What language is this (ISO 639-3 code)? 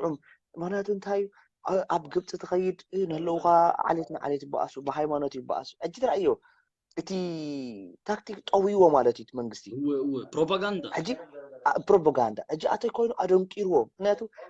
tir